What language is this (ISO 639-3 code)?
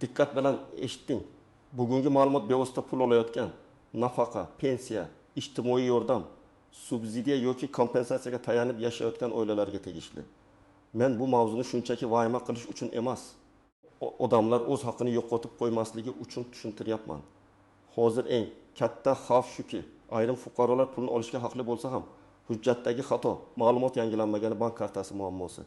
uzb